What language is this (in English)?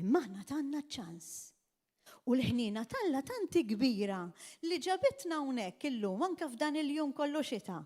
Maltese